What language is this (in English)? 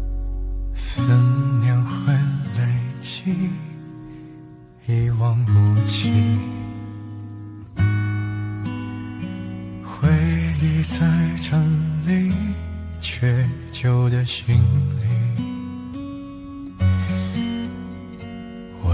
Chinese